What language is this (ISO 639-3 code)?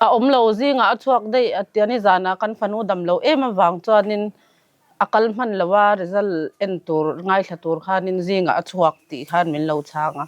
lus